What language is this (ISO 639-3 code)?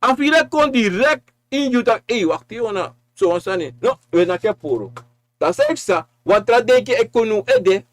srn